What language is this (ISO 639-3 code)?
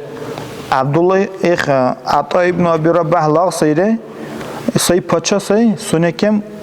dar